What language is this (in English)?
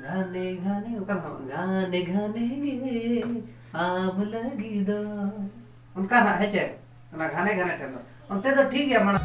Santali